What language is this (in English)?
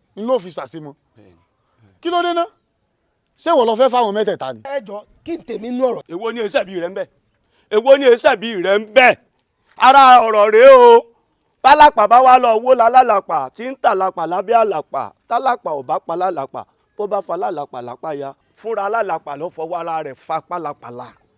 Yoruba